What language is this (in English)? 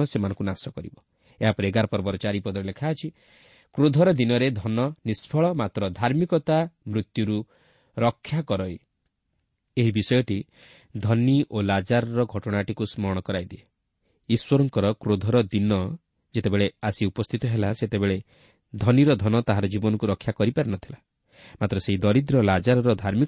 Odia